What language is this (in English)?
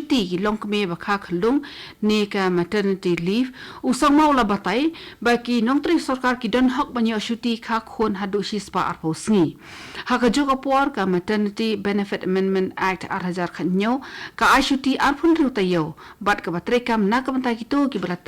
Khasi